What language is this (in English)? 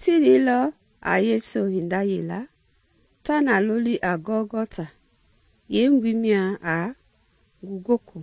Mende